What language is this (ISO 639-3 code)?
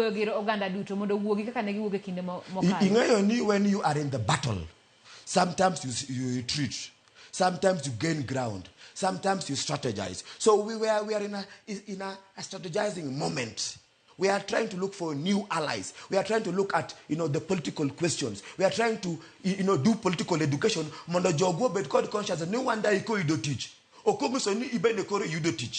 luo